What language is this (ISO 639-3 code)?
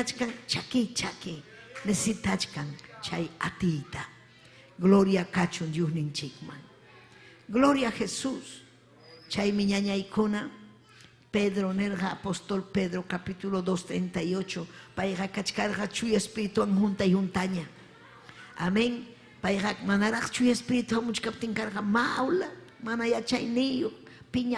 quy